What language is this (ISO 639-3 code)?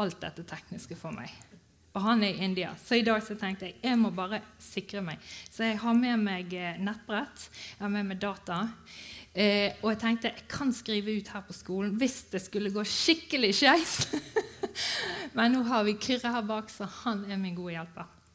nor